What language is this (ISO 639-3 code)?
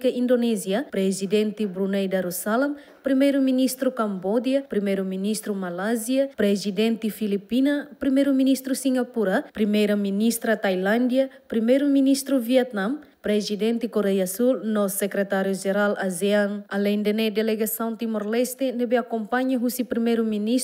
tet